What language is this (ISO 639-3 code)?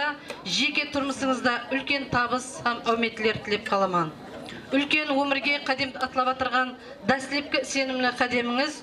kaa